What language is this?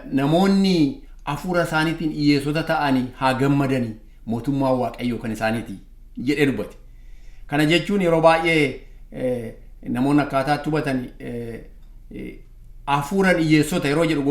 Oromo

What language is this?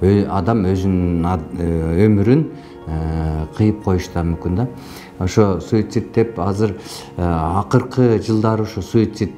Kyrgyz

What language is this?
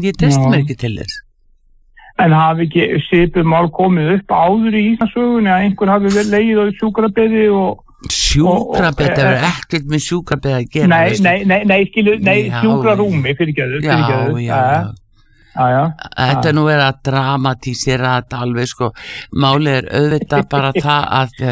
Icelandic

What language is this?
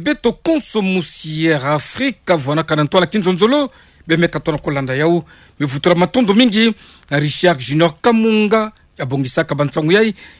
Kituba (Democratic Republic of Congo)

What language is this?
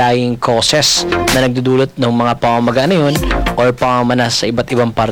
Filipino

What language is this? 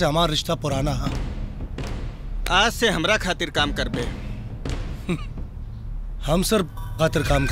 Bhojpuri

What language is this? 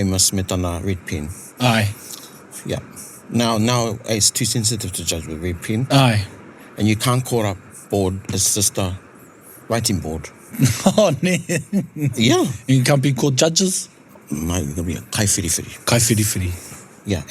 Māori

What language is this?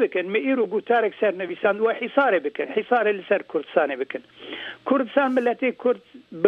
Kurdish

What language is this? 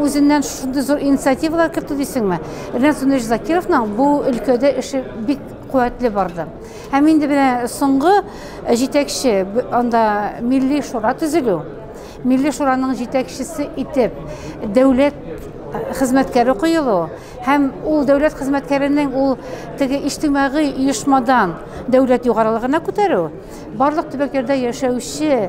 Tatar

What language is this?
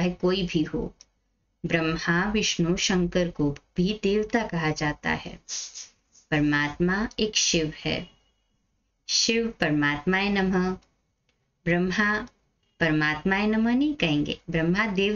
Hindi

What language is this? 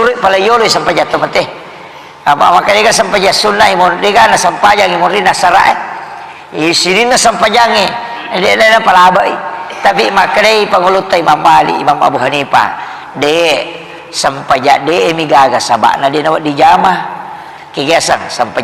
Buginese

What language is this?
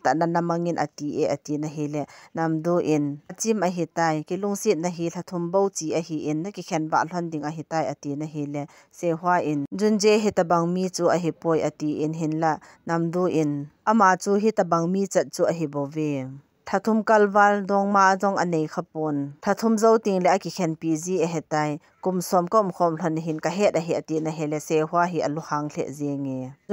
Thado Chin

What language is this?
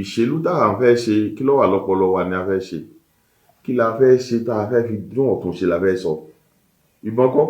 Yoruba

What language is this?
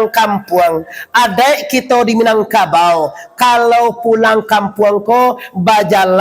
Minangkabau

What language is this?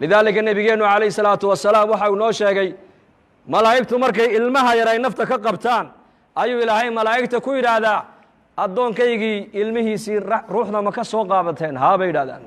Somali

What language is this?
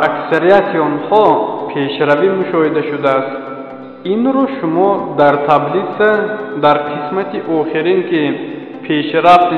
Tajik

